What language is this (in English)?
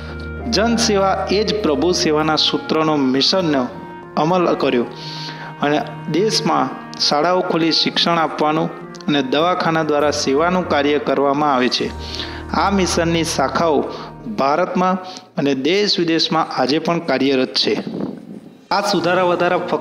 Gujarati